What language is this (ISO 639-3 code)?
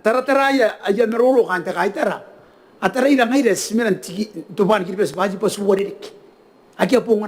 gil